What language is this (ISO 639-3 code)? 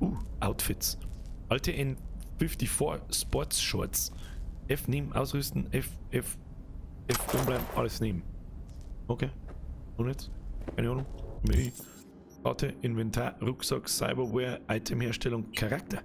bar